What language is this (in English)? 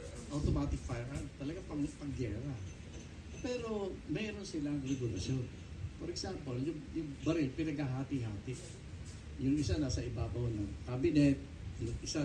Filipino